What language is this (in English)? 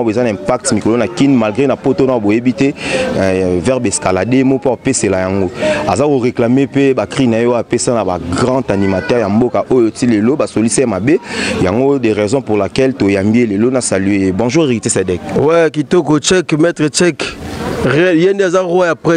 Lingala